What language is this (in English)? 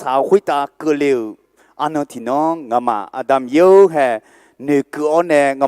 Akha